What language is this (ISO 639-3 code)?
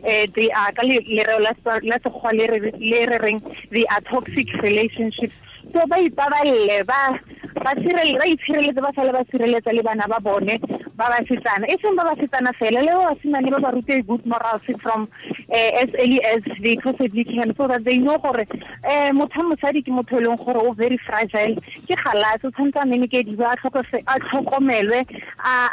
tsn